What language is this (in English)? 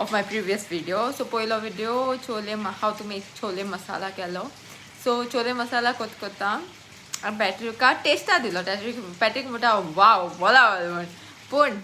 Konkani